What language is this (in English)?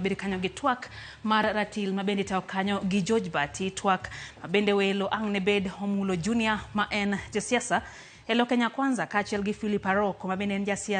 Luo (Kenya and Tanzania)